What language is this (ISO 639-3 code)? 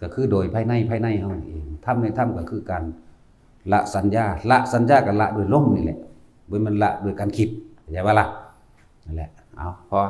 lao